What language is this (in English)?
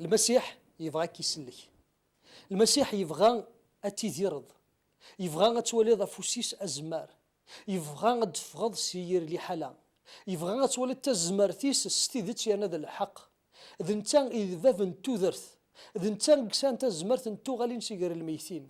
Kabyle